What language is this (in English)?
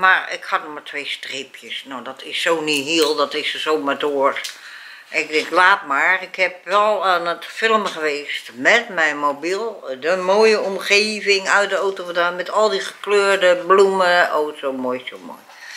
Dutch